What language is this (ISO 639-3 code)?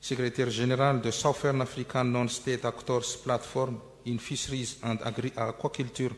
mlg